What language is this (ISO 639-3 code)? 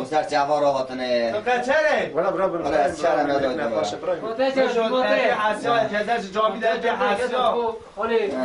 kur